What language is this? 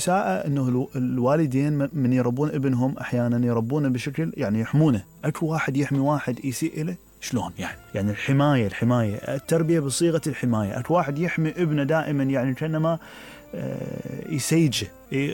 Mesopotamian Arabic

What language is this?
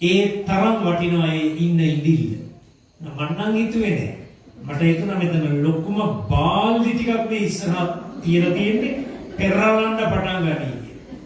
Sinhala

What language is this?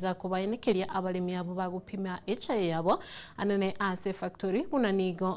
Gusii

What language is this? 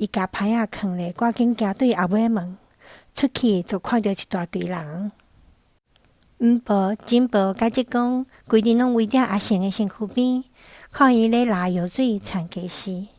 Min Nan Chinese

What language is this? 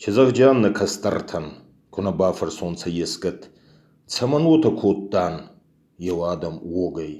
Ossetic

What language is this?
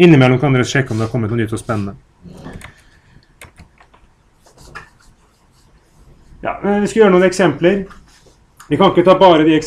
Norwegian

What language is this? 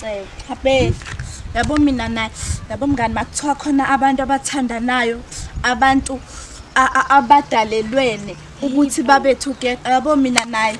Zulu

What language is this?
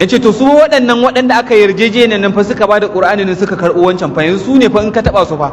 Hausa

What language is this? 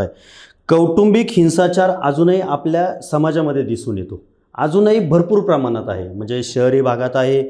Marathi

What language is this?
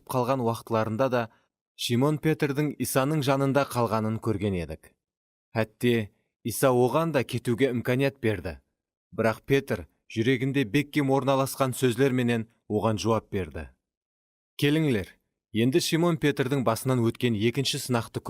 Kara-Kalpak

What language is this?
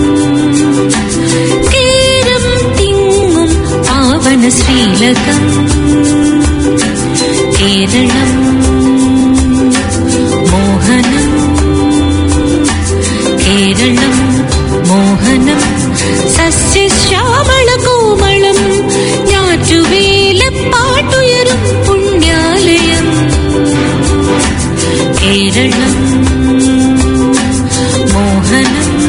Malayalam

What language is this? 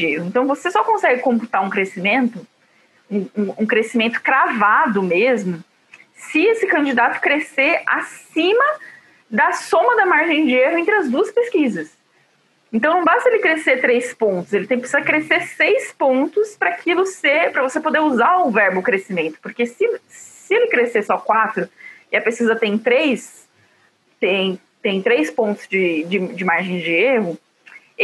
Portuguese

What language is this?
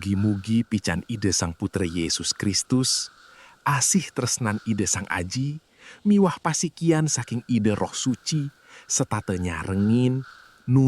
Balinese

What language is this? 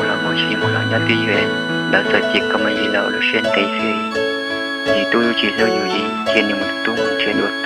Hmong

